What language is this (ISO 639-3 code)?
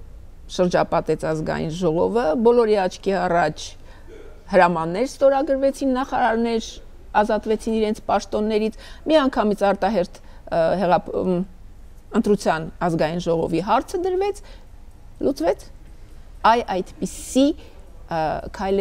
hye